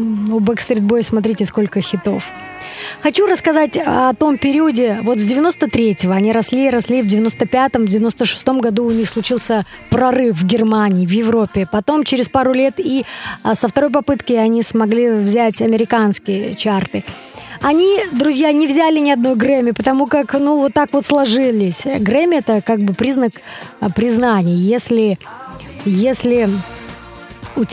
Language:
Russian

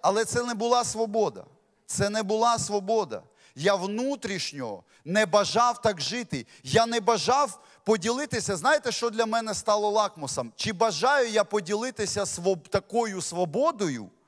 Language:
Ukrainian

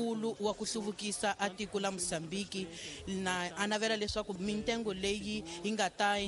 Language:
Tsonga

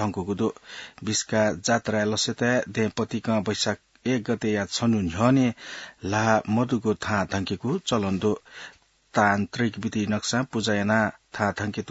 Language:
Newari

